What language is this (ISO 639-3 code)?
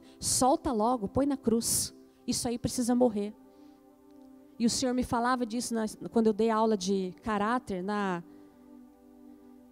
por